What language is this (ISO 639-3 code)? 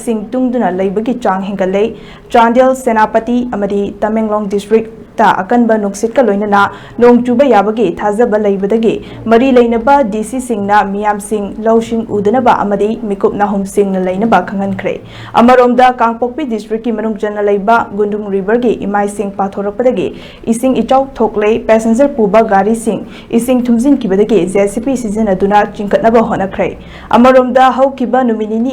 mni